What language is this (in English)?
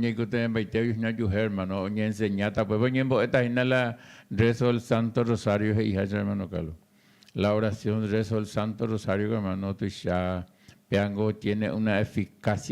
Guarani